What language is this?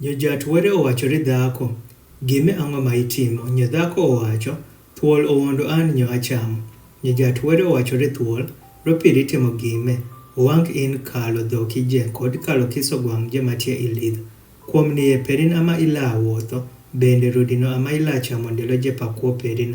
Adhola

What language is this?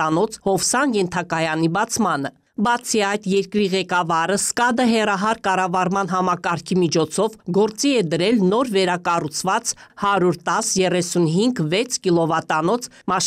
Armenian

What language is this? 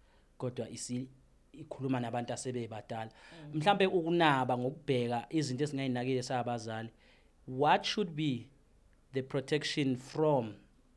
Zulu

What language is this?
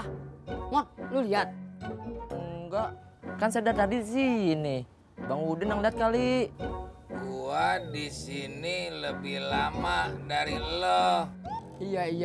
Betawi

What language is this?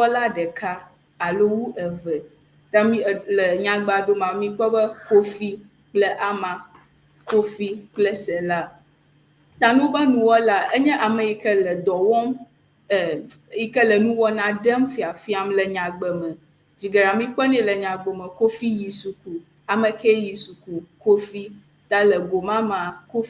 Ewe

